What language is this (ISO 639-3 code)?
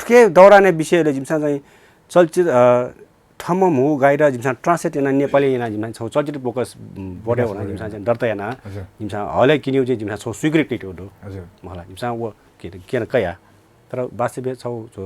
new